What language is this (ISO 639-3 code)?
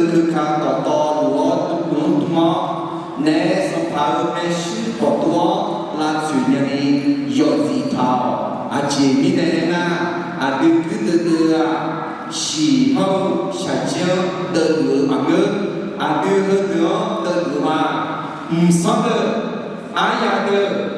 ahk